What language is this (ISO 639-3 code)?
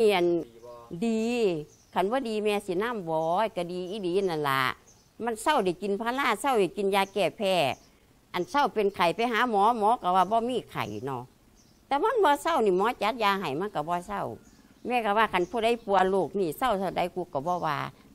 lao